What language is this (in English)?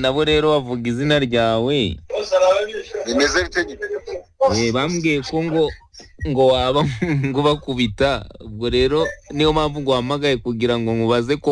Kinyarwanda